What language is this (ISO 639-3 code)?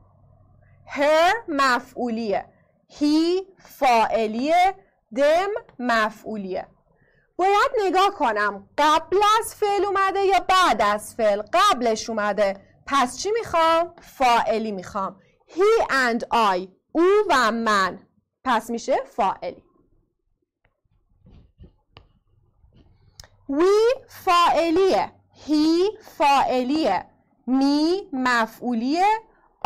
fas